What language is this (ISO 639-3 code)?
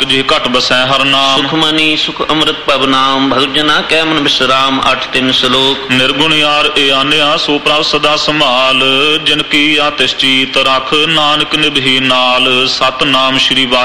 pan